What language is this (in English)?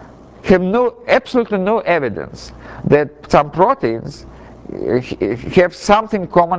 English